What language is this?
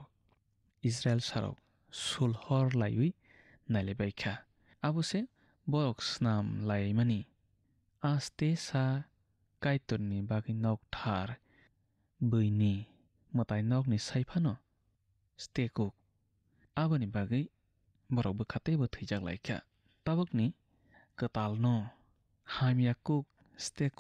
Kok Borok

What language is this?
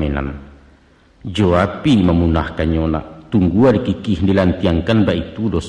Minangkabau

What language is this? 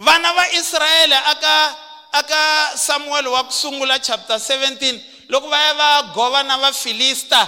Tsonga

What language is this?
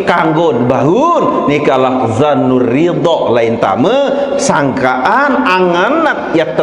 Sasak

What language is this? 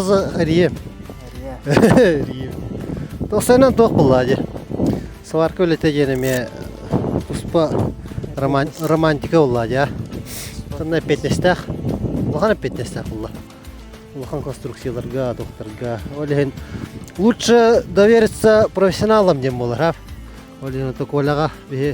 Yakut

